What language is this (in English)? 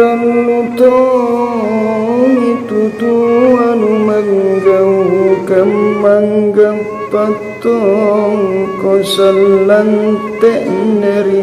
Makasar